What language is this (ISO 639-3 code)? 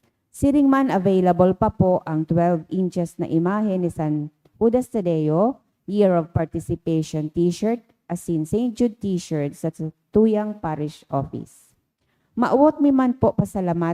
bik